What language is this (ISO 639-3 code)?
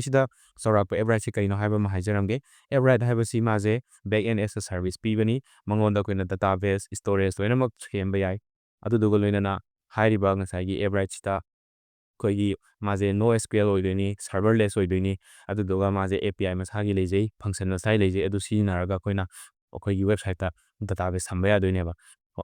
mni